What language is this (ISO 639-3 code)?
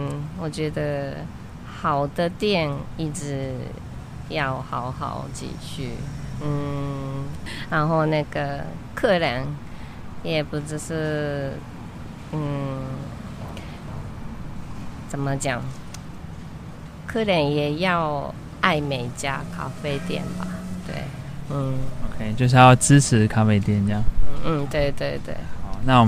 zho